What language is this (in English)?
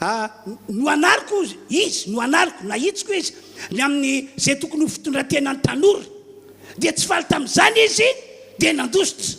Malagasy